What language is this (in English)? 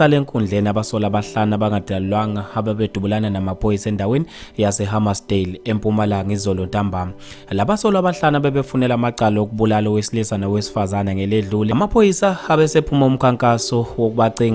Zulu